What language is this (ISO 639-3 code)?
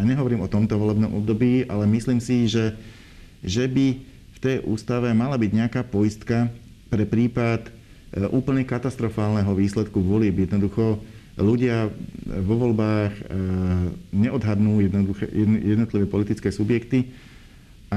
slk